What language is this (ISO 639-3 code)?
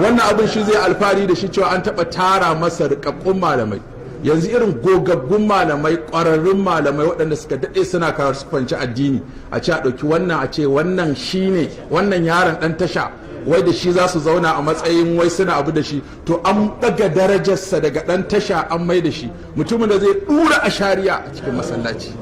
hau